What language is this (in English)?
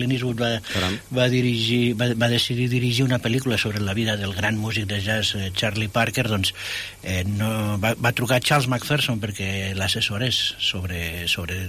Catalan